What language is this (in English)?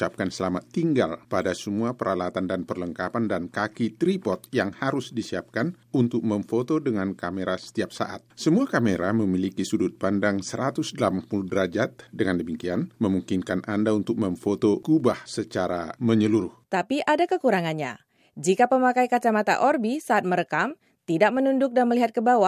Indonesian